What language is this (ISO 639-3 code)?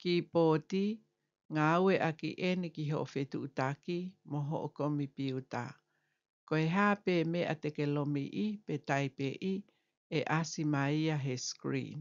ton